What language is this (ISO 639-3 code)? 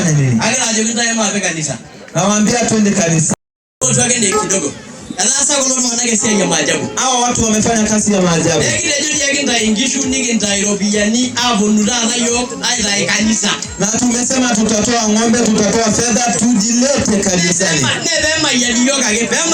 mas